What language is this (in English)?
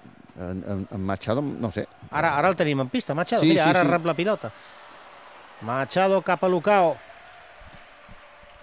Catalan